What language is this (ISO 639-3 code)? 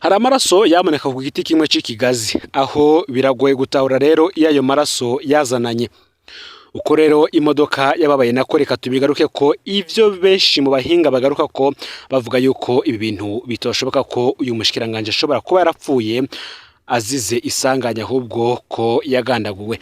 run